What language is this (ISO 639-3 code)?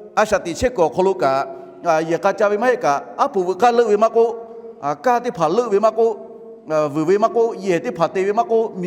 lhu